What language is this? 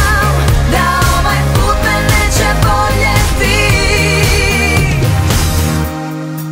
Croatian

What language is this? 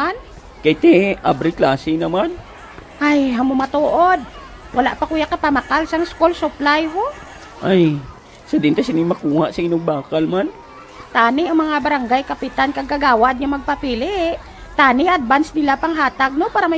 Hiligaynon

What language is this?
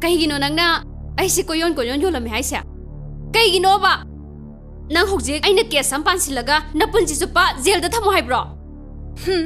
Manipuri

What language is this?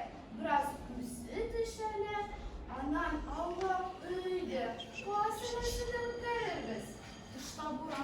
Tatar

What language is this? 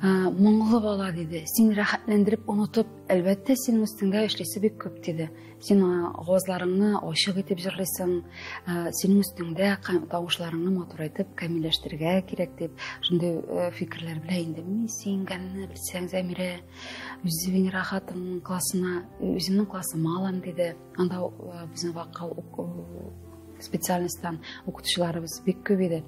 Tatar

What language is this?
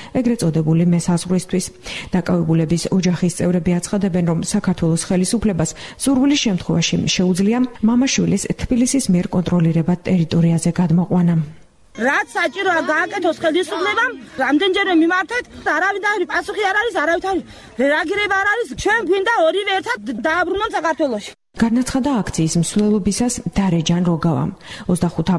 Georgian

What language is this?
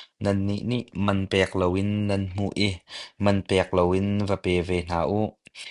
Hakha Chin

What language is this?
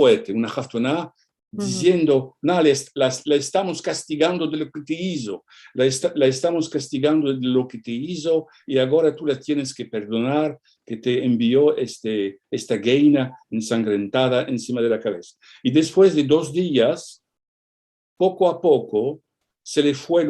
Ladino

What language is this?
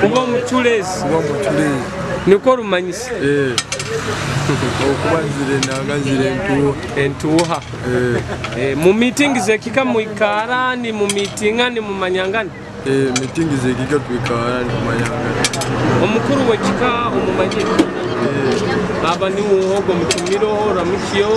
Nyoro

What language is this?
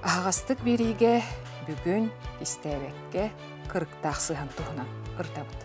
Yakut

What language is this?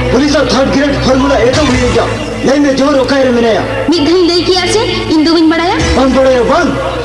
Santali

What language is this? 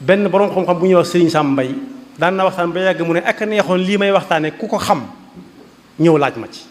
Wolof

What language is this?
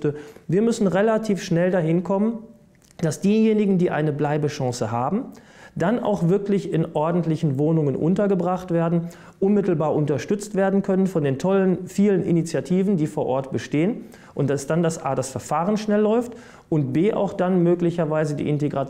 German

